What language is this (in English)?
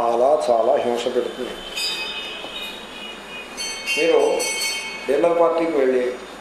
Telugu